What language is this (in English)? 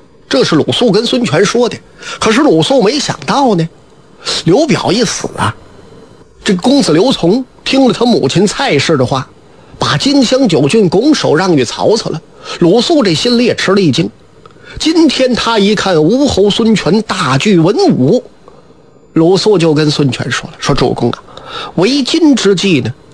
Chinese